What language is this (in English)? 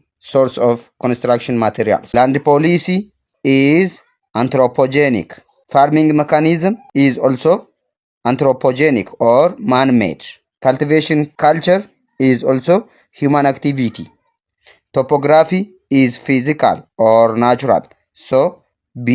English